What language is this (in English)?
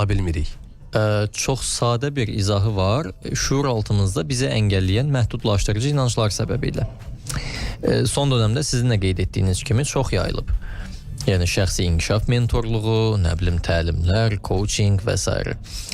Azerbaijani